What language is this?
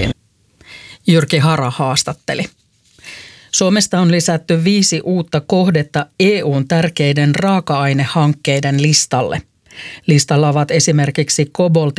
Finnish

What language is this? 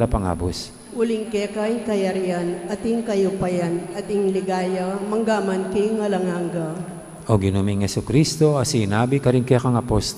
Pampanga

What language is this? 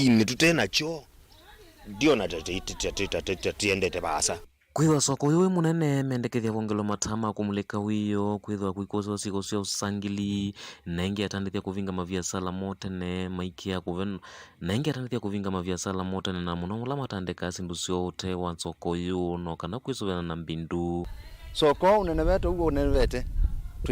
Kamba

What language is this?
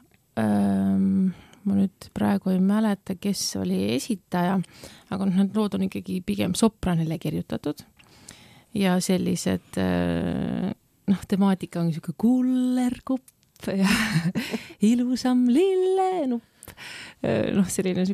Estonian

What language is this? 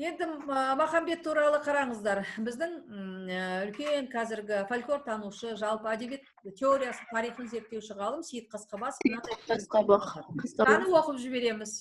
Kazakh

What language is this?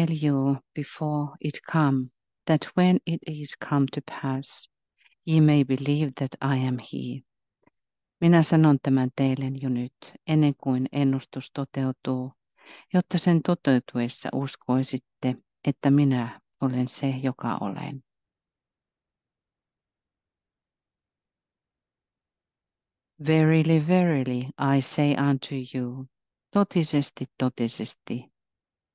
Finnish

